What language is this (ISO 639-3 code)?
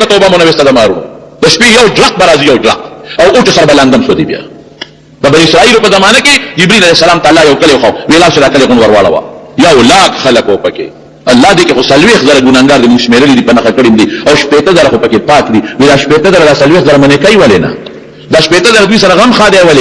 pus